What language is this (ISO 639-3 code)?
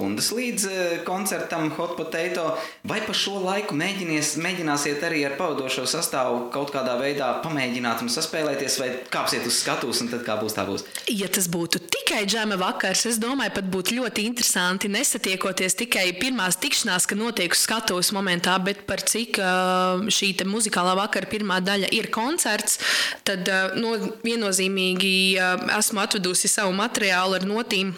lav